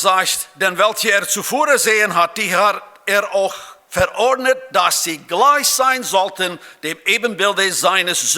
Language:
Plautdietsch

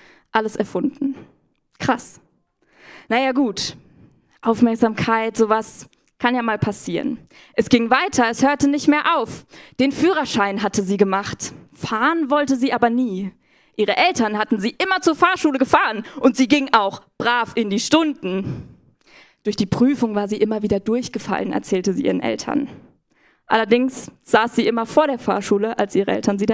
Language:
Swiss German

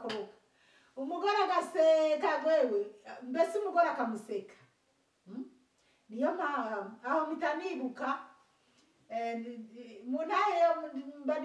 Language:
Rundi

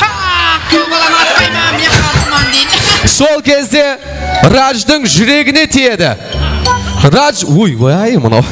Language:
Kara-Kalpak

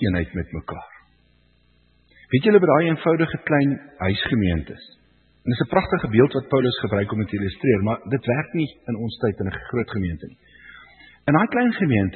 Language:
Afrikaans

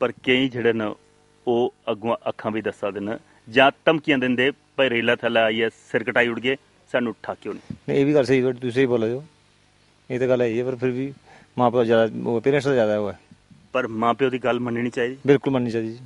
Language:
Dogri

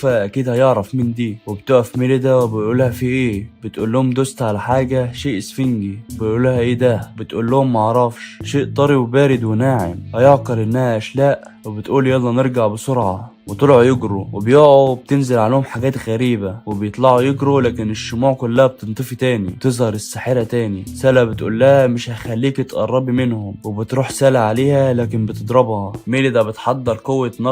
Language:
Egyptian Arabic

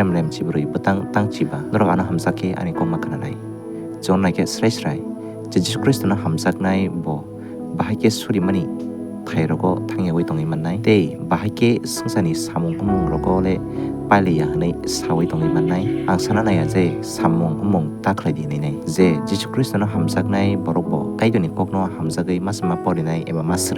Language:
Kok Borok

